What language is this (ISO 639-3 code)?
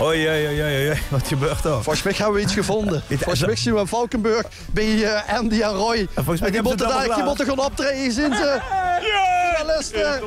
lim